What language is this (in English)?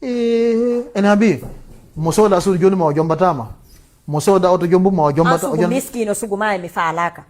Fula